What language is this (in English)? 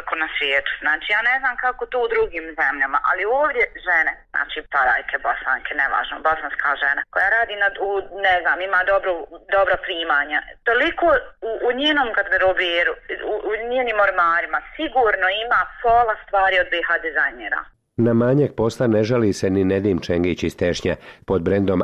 Bosnian